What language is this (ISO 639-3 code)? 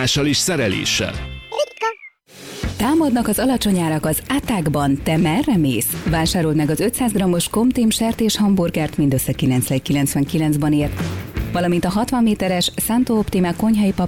hun